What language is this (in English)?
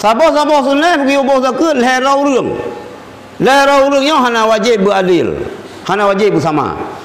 Achinese